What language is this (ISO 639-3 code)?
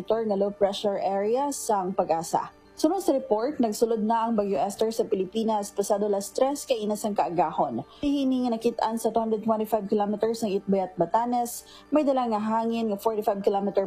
hil